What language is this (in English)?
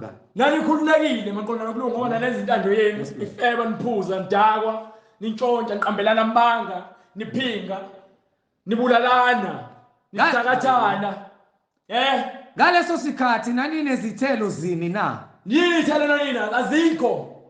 Zulu